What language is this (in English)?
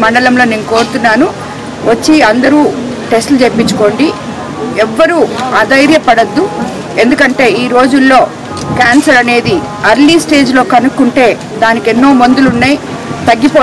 Telugu